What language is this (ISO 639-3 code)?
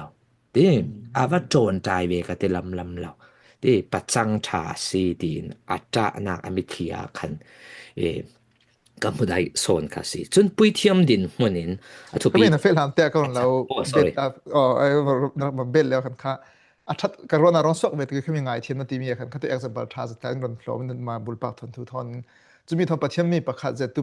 cfm